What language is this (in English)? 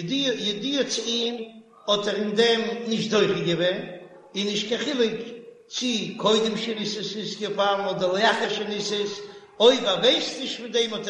Yiddish